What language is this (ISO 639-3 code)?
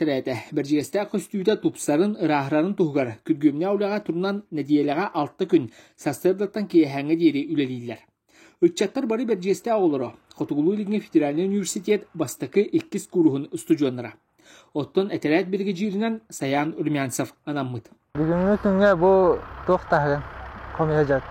sah